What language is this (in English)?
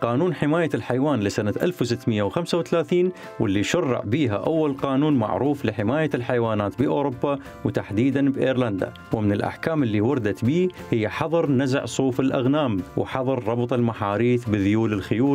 Mesopotamian Arabic